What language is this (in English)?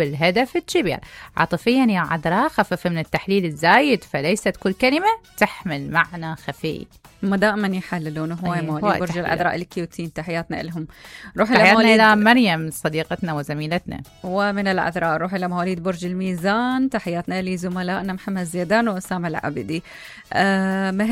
Mesopotamian Arabic